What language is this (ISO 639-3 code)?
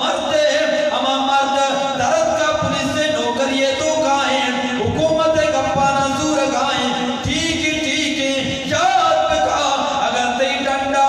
bgp